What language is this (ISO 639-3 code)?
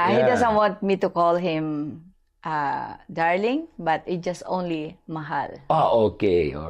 fil